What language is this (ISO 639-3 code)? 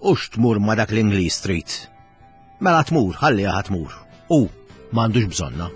mlt